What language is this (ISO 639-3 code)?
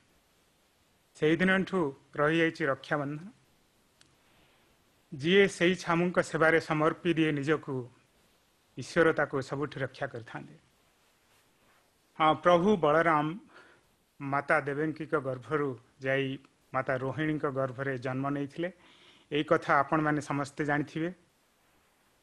ori